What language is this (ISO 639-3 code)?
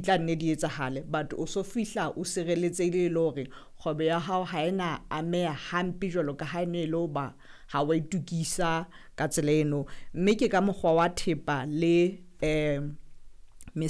sot